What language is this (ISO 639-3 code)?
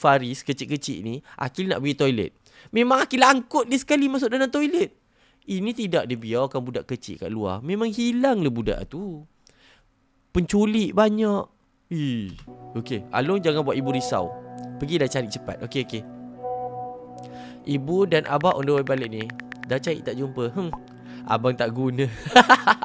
msa